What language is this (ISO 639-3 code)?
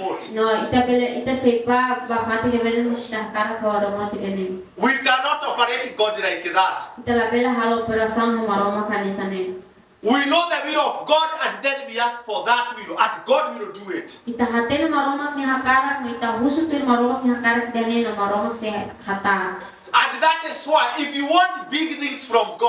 tet